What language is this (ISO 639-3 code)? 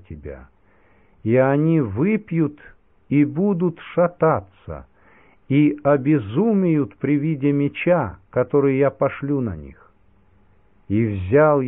rus